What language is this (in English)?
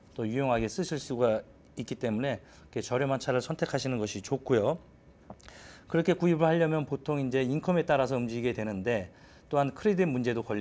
Korean